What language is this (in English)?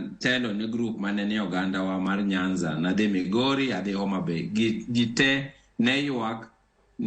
Luo (Kenya and Tanzania)